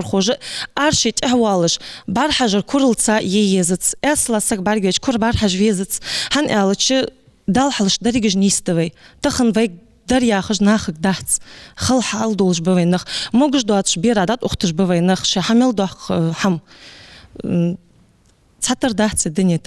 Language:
Ingush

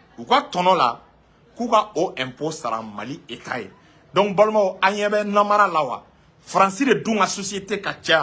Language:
Bambara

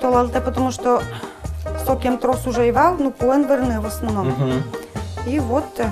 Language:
Udmurt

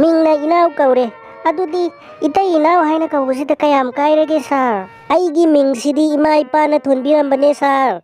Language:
Manipuri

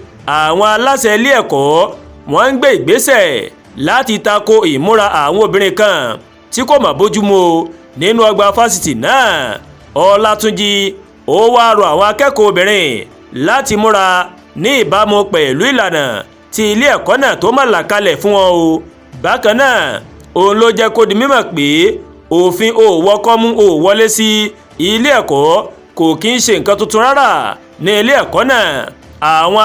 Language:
Yoruba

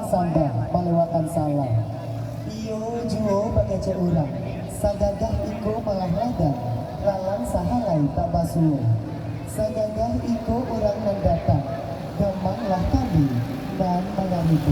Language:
Minangkabau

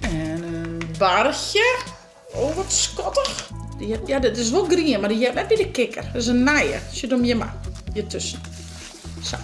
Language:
Western Frisian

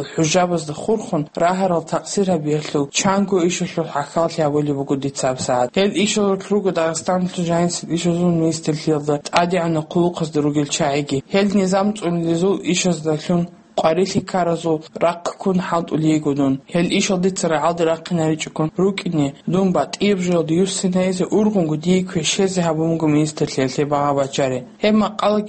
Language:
Avaric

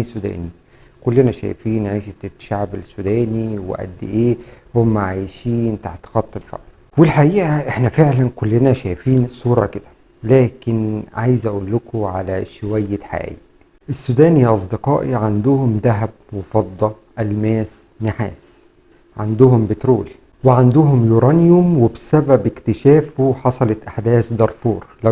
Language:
Egyptian Arabic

